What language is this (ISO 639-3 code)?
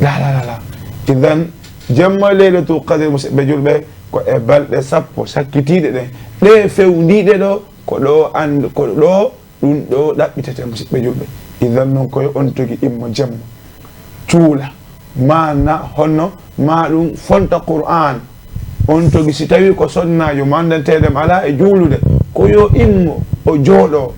ful